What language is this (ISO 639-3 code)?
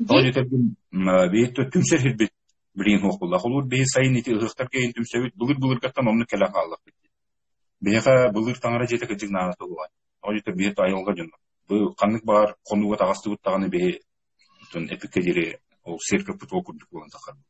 sah